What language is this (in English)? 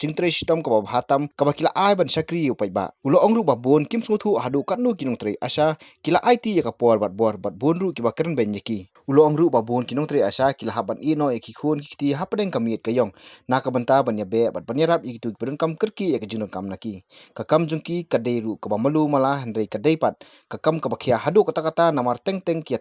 Khasi